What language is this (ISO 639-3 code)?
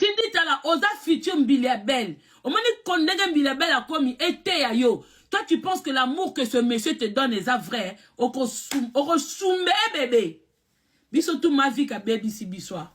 lin